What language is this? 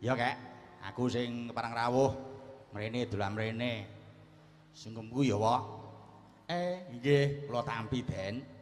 Javanese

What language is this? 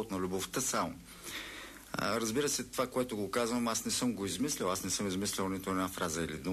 Bulgarian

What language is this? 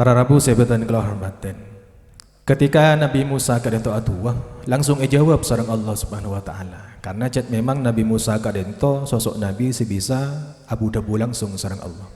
Madurese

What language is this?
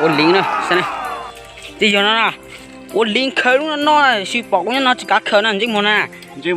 Hmong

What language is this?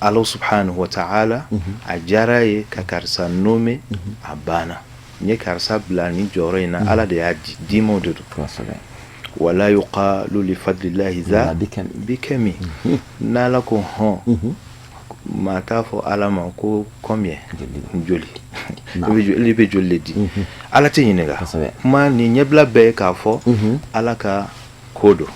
Bambara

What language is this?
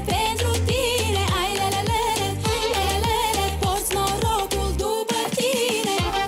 Romanian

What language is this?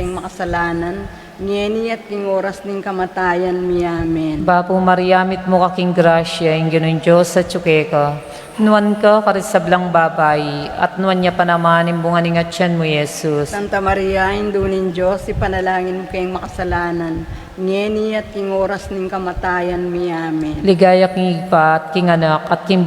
Pampanga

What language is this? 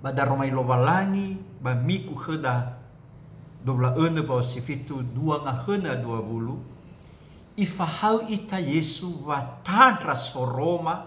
Nias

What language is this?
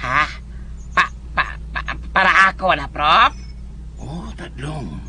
Cebuano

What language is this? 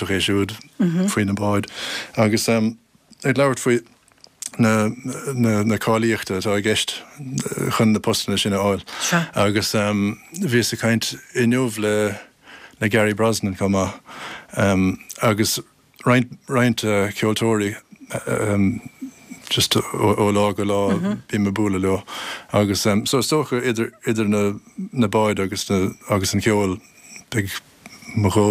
Irish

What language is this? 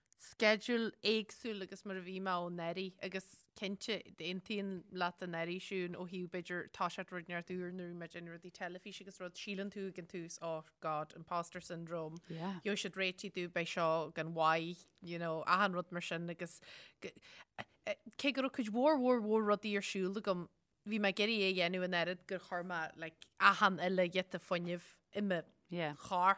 Irish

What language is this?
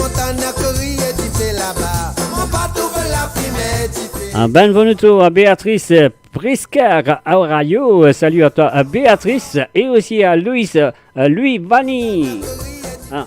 Morisyen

